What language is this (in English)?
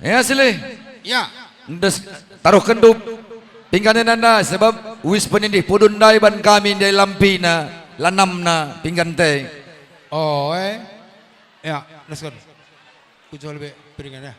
Batak Karo